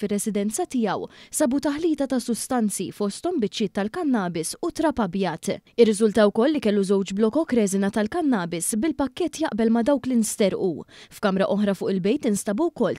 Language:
Maltese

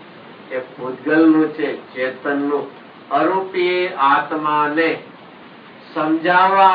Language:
Gujarati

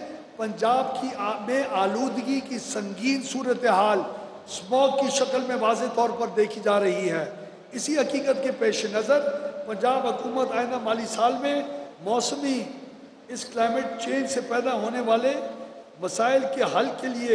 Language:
Urdu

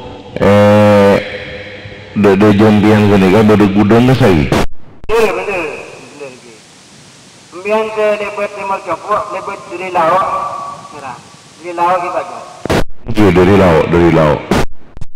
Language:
Madurese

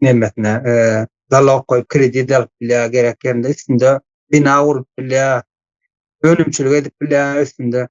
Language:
Turkmen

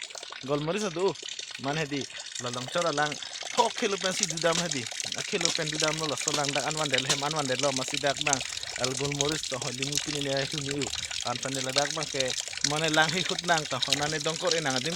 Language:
Karbi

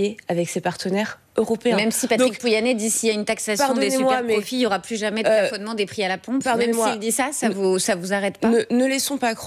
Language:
French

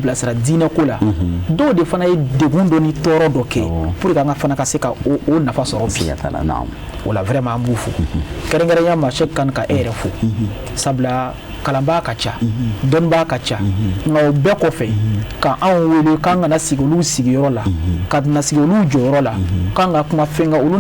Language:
Bambara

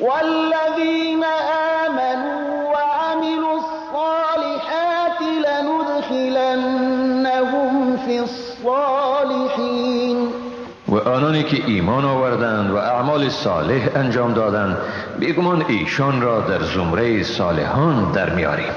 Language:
Persian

